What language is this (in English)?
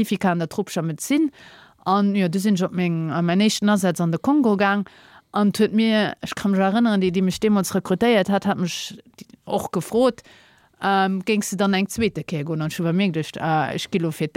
Luxembourgish